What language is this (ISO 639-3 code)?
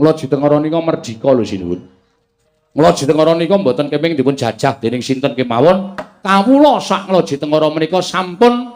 jav